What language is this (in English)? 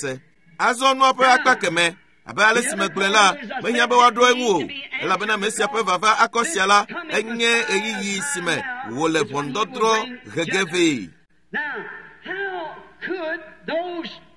Ewe